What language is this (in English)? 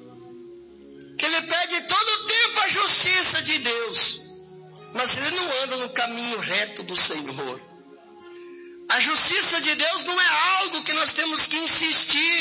Portuguese